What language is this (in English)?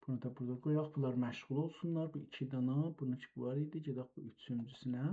South Azerbaijani